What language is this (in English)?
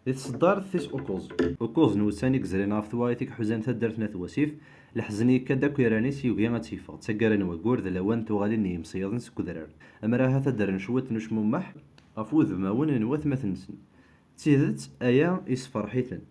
Kabyle